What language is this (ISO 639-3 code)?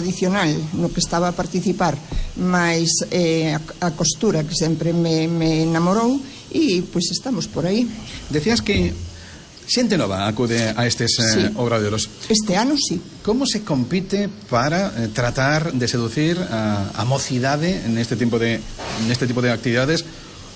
glg